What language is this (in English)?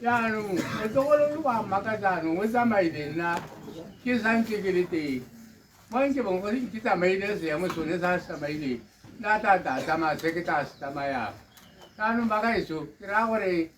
Tswana